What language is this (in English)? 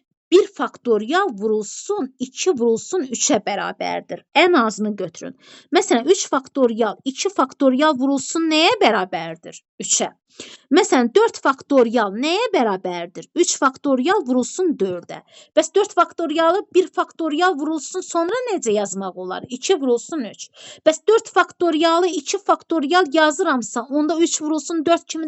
Azerbaijani